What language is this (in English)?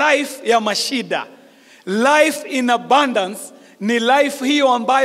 Swahili